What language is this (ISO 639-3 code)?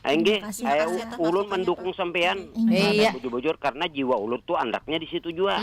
bjn